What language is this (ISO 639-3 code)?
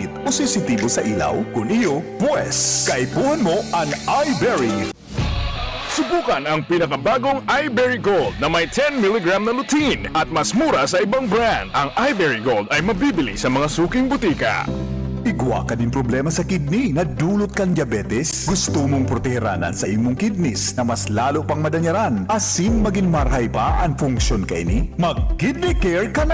bik